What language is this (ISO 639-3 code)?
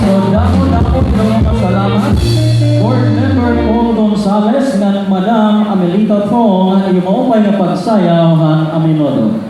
war